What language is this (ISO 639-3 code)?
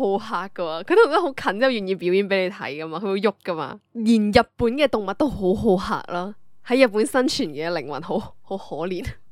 yue